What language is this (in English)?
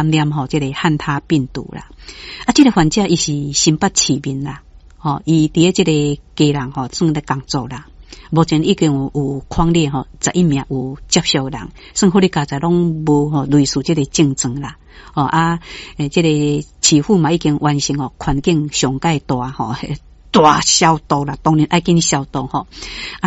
Min Nan Chinese